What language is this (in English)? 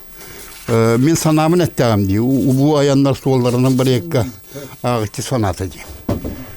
Yakut